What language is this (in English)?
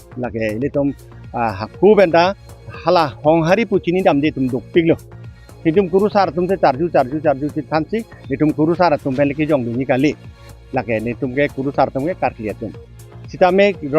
Karbi